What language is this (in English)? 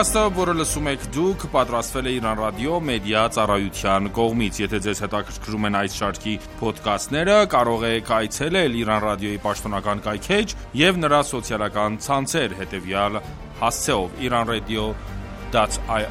Armenian